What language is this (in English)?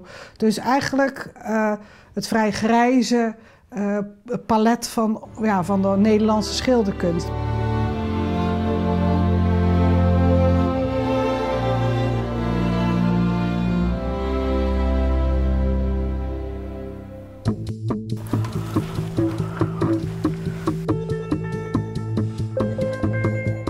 Dutch